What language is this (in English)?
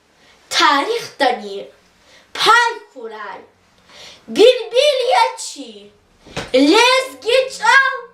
Lezghian